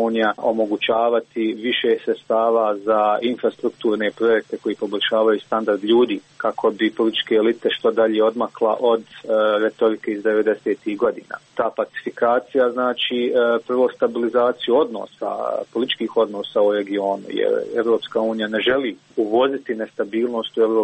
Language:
Croatian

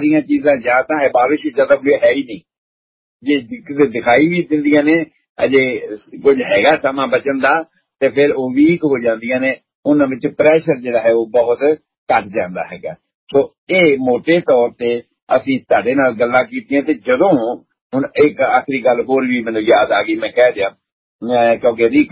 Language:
Punjabi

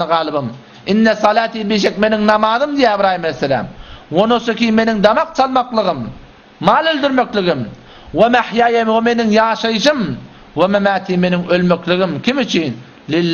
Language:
Turkmen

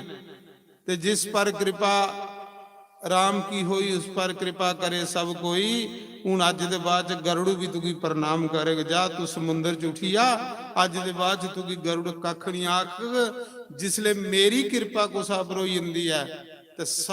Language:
Dogri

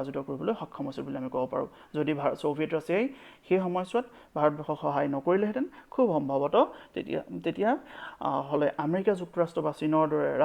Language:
Assamese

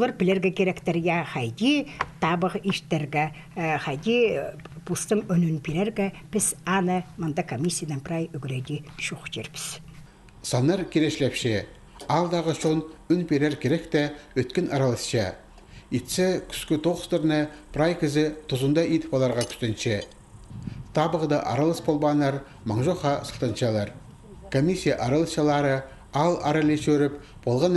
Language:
Khakas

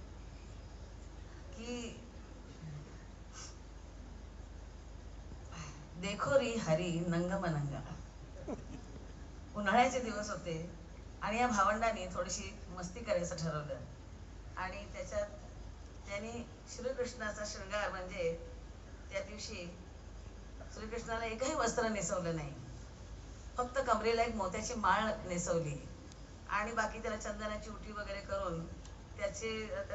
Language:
Marathi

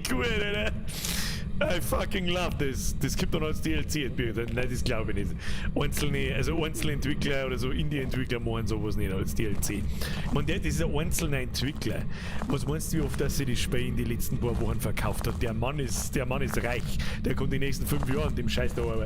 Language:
Bavarian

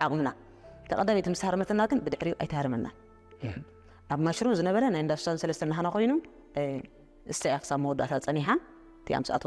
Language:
Tigrinya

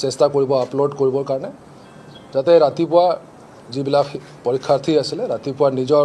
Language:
Assamese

